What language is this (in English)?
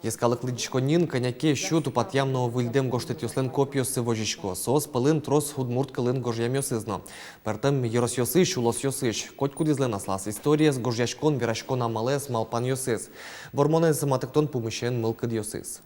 Udmurt